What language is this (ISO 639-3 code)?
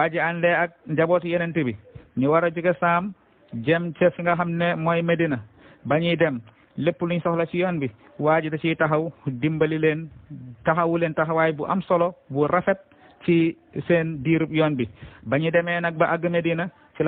wol